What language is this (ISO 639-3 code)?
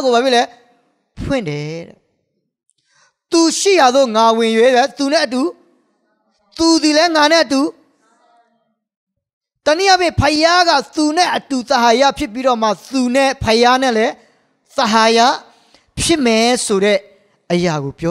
mya